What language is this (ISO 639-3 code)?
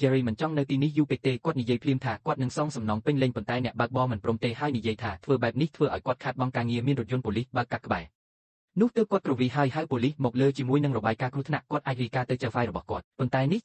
khm